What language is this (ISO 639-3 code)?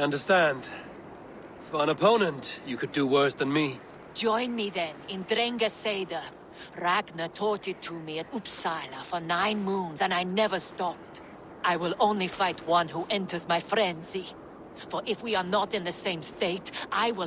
eng